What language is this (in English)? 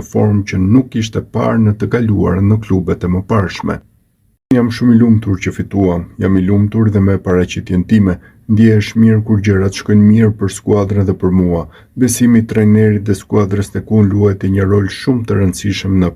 Albanian